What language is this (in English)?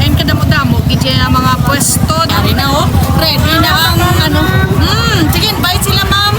Hiligaynon